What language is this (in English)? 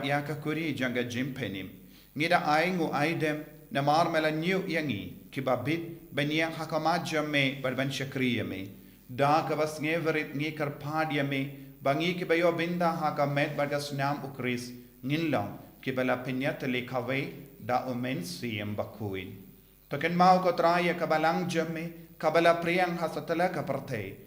Khasi